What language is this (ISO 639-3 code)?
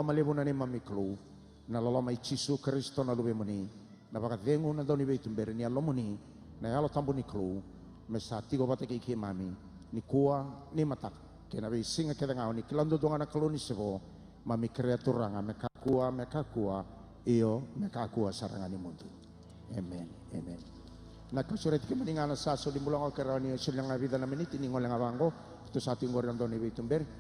fij